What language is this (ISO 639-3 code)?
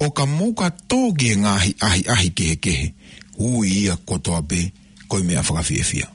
ton